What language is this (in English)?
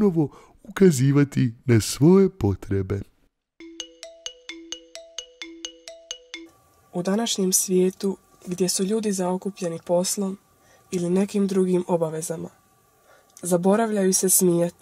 Bosnian